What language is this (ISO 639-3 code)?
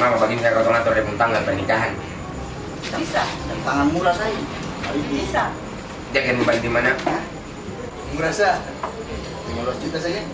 abs